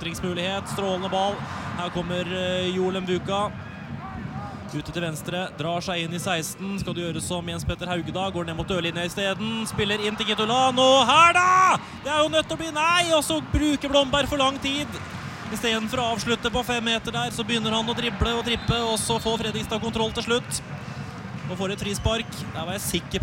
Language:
Norwegian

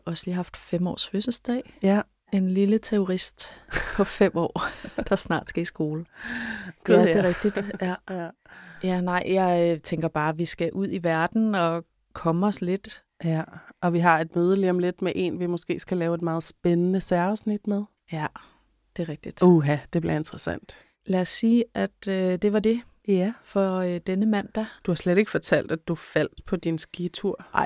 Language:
Danish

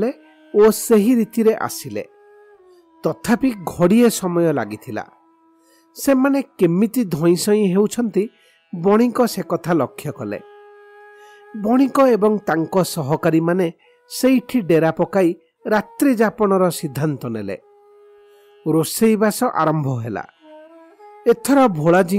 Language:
Odia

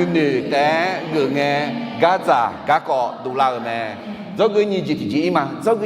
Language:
Akha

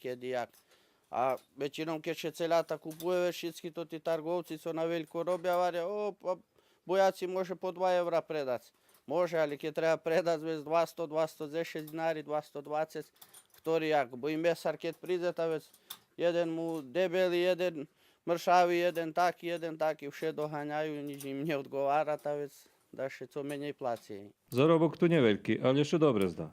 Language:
Rusyn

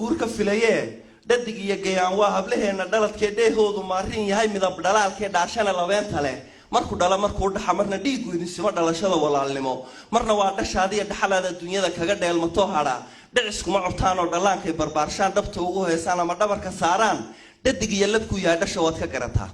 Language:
Somali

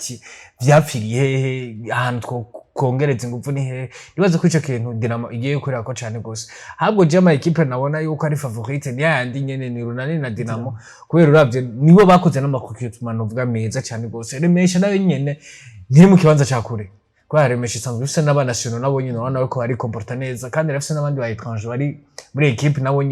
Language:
Rundi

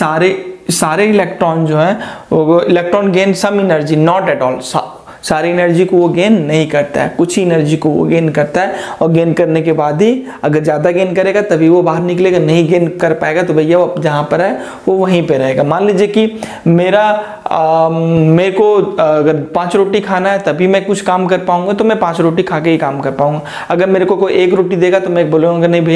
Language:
Hindi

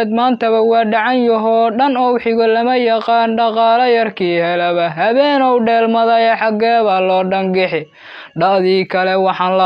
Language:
Somali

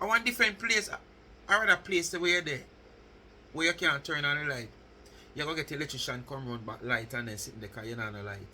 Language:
Jamaican Creole English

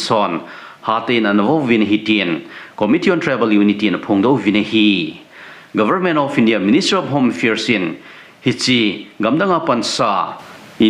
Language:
Thado Chin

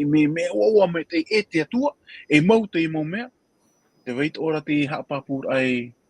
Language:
Tahitian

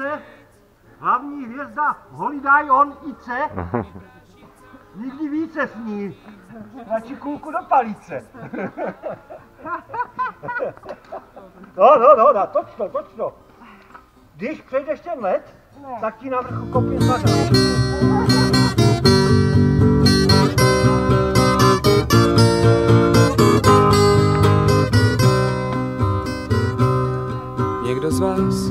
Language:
Czech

